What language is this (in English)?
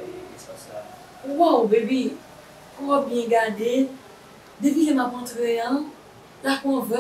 Haitian Creole